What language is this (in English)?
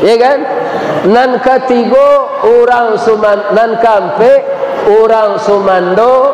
Minangkabau